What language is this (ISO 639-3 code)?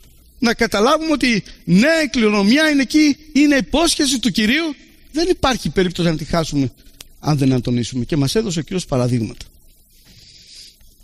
ell